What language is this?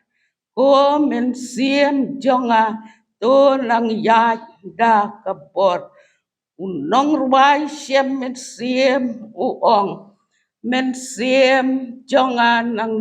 Khasi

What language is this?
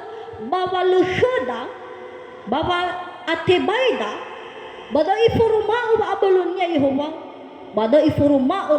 Nias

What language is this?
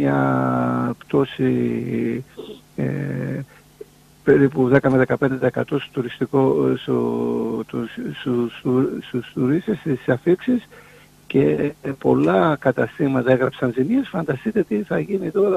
Greek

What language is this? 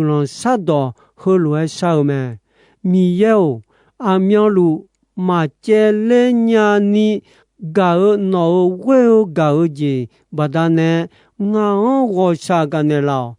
Akha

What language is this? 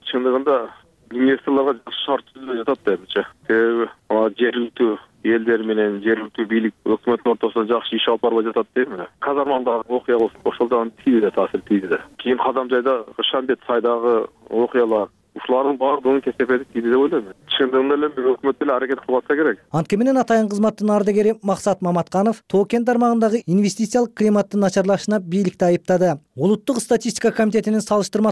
Kyrgyz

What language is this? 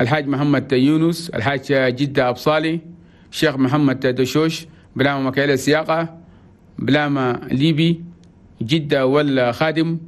Chadian Arabic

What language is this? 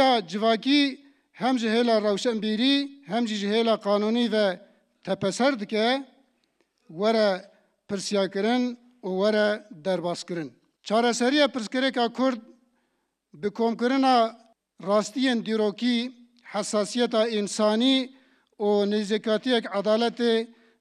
Kurdish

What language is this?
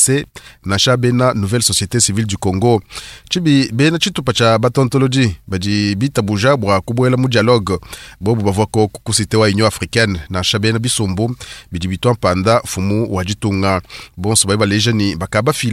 Luba-Lulua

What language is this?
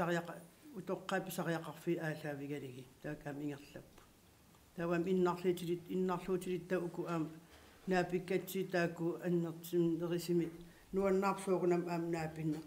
Kalaallisut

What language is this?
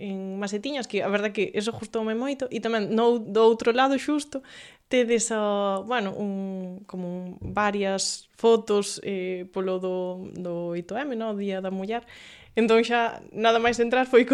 Galician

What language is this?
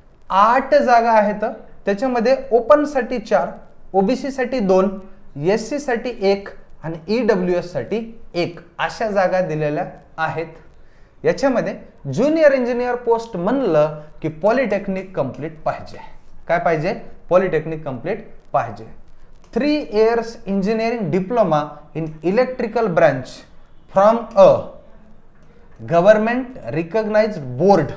Marathi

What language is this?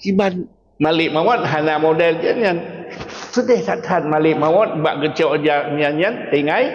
Achinese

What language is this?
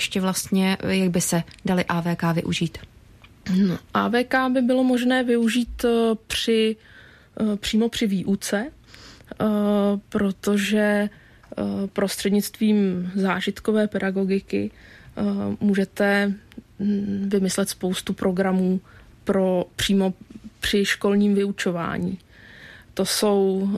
Czech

